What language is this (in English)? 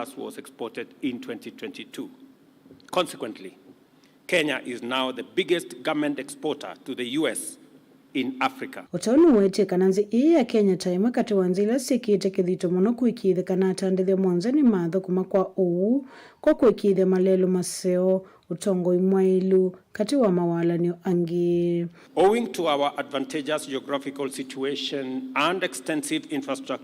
Kamba